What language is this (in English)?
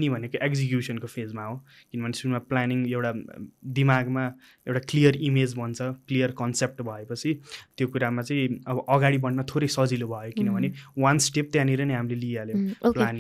Nepali